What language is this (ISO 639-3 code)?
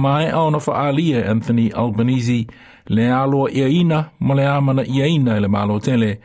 smo